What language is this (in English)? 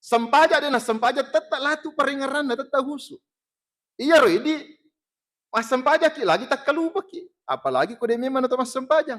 Buginese